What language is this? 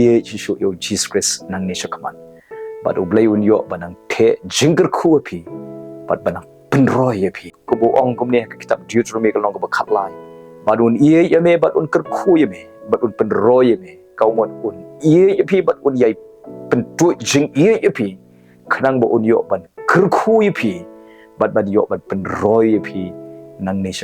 Khasi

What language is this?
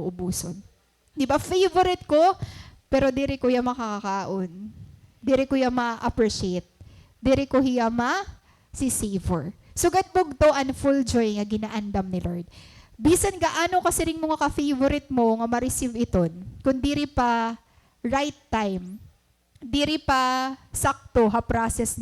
Waray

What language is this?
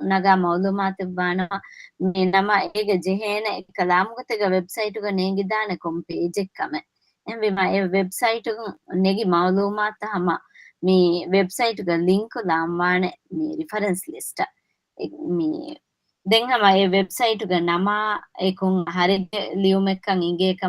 Divehi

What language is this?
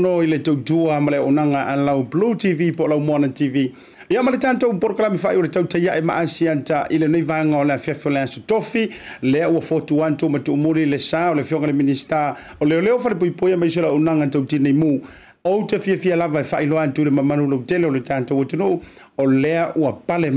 Samoan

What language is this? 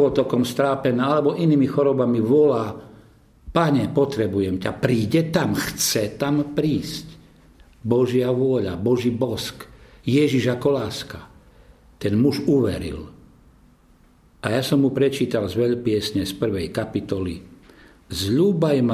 Slovak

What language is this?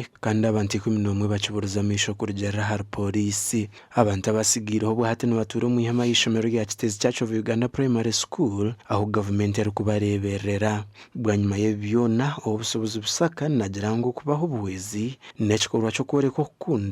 Nyankole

